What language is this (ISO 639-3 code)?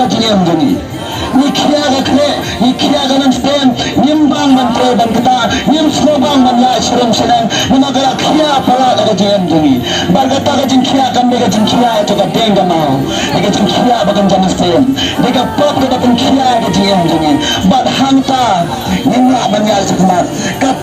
kha